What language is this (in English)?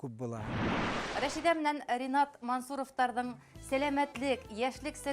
Bashkir